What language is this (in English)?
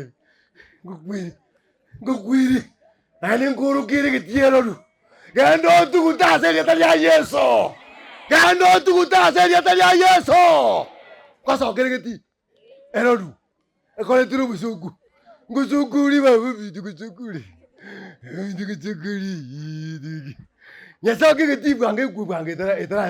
Gusii